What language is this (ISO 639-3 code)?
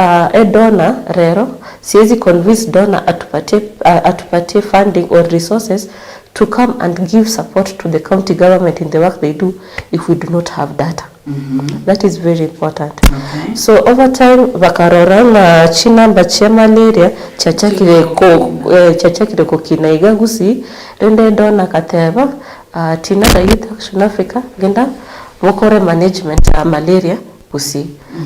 guz